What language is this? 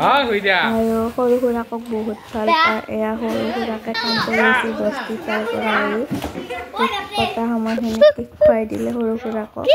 Assamese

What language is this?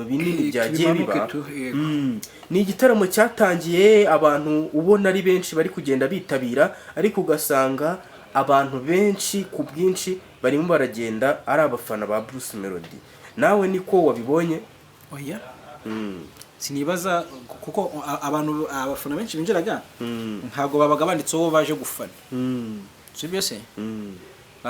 Kinyarwanda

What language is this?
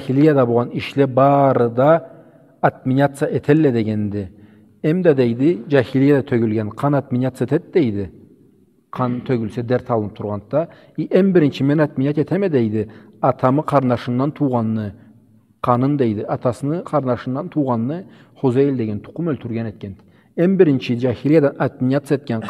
Karachay-Balkar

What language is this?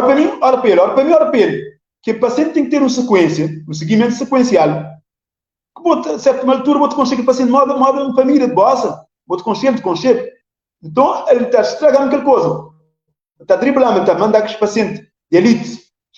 Kabuverdianu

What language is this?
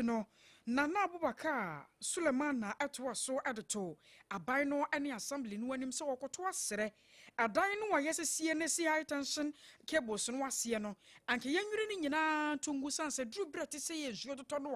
Akan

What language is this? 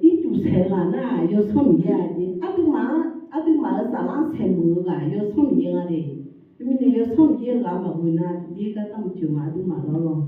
Akha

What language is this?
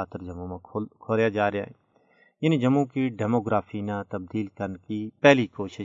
Gujari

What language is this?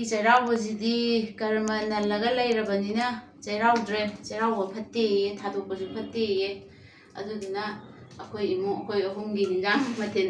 Manipuri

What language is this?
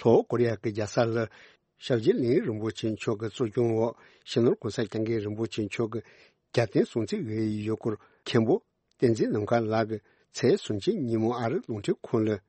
Tibetan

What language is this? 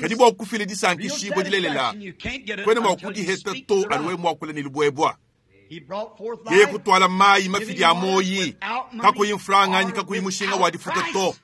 Luba-Lulua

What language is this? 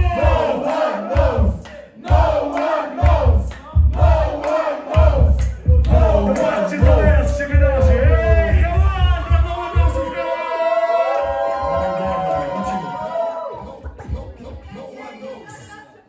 Polish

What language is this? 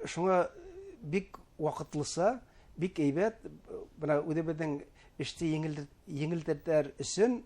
Bashkir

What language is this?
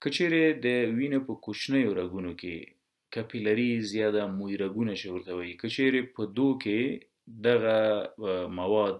Pashto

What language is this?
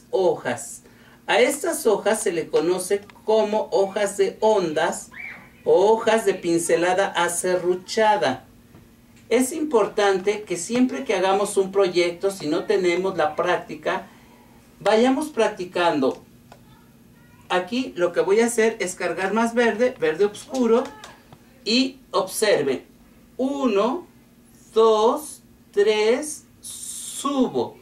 Spanish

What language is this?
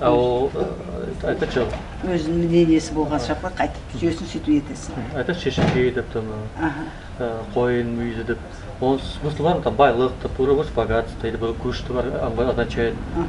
Nogai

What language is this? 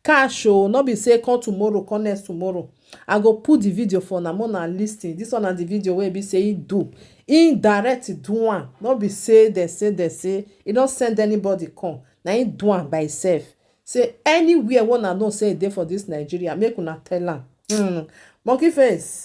Nigerian Pidgin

